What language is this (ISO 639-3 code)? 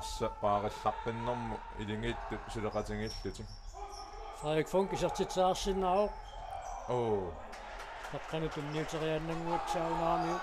kal